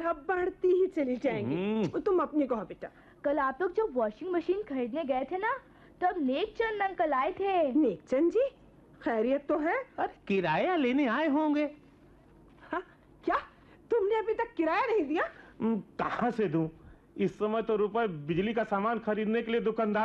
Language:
Hindi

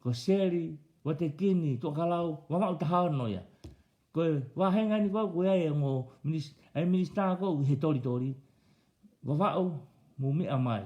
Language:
Tongan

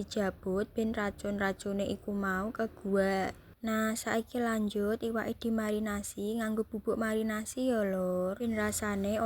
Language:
Javanese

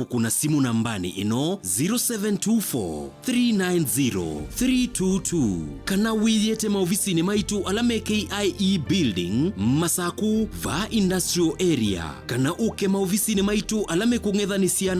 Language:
Kamba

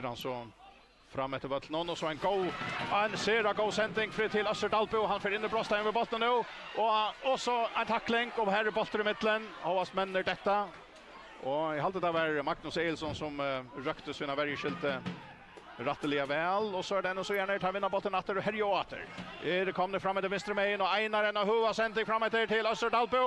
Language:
Faroese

